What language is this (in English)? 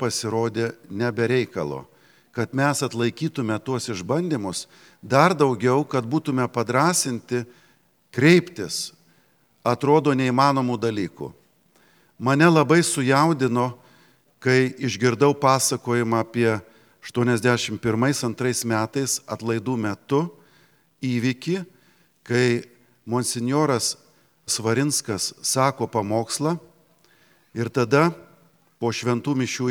Lithuanian